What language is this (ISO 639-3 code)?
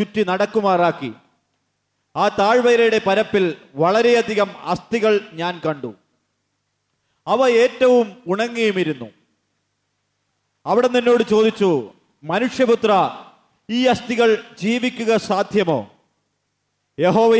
mal